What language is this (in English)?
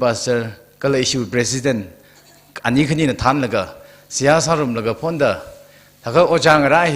Tangkhul Naga (India)